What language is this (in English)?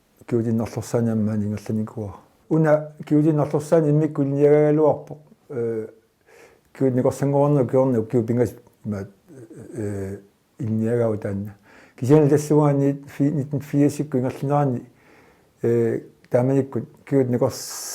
Kalaallisut